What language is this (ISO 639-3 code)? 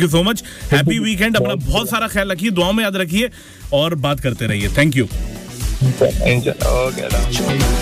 hin